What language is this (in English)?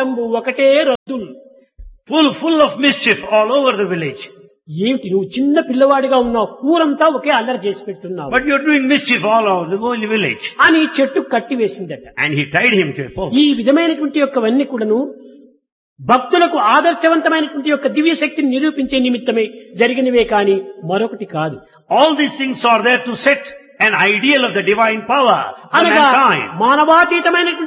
Telugu